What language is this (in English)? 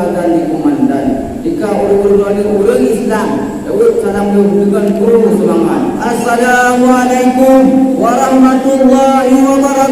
Achinese